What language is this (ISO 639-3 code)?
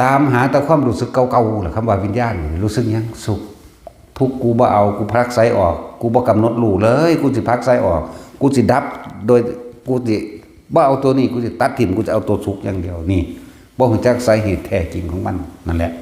tts